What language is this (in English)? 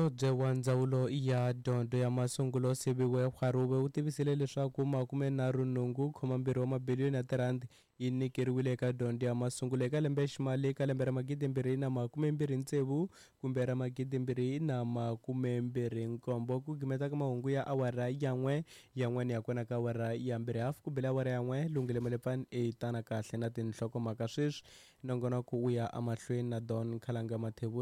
Tsonga